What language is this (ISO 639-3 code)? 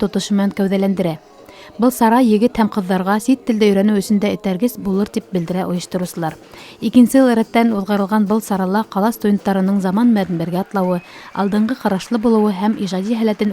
bak